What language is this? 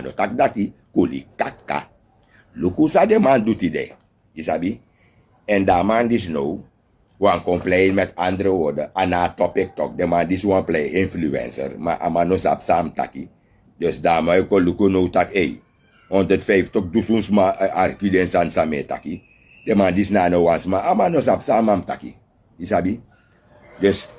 Sranan Tongo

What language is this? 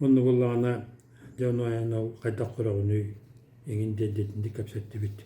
Yakut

